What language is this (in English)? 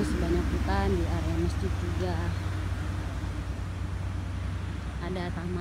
Indonesian